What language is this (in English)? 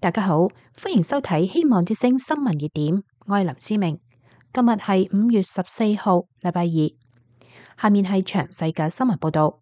Cantonese